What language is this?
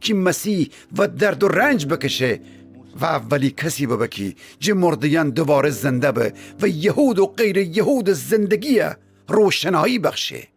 Gilaki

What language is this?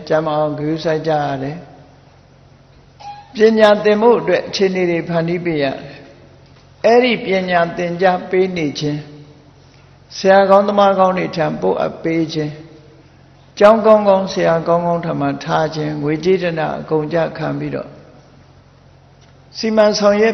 Burmese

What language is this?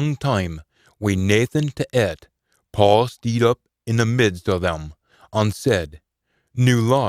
Scots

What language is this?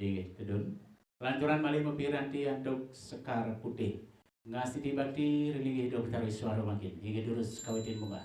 Balinese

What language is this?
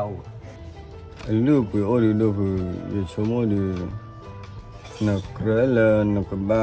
S'gaw Karen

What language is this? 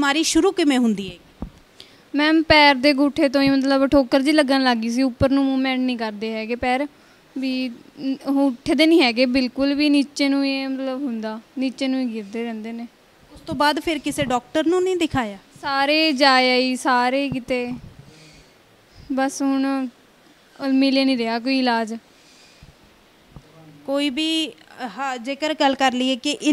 Punjabi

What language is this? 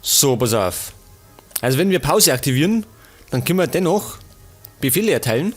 Bavarian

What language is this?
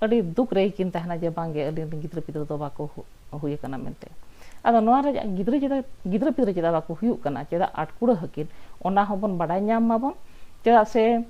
Santali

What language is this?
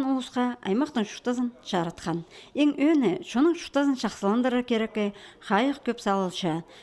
Khakas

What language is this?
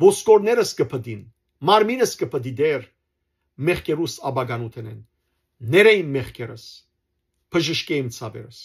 Western Armenian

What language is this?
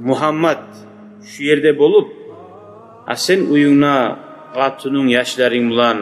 Kumyk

